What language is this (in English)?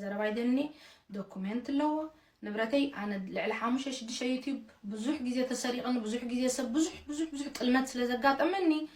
Tigrinya